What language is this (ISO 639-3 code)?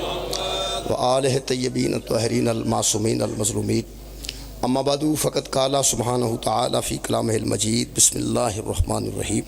phr